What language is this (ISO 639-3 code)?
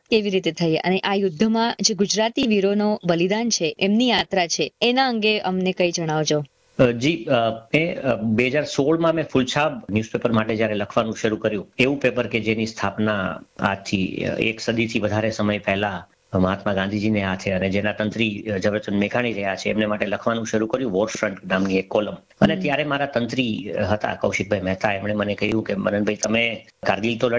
guj